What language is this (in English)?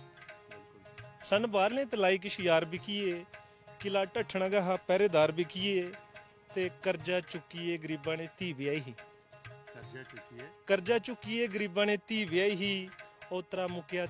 Dogri